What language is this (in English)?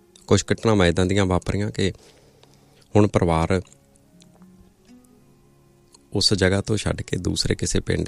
Punjabi